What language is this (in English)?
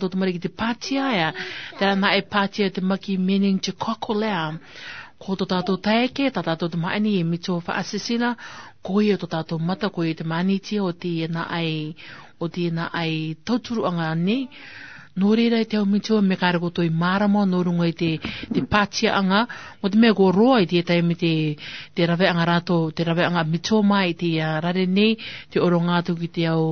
Rarotongan